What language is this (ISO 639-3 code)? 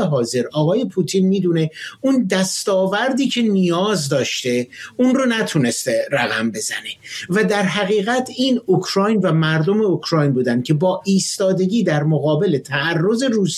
fas